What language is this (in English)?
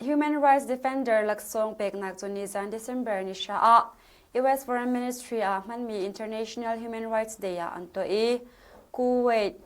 Hakha Chin